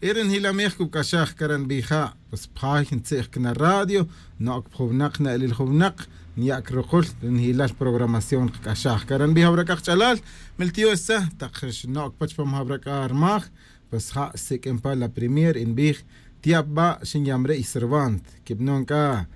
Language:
Kaqchikel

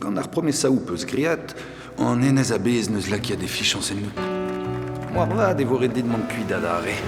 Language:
Breton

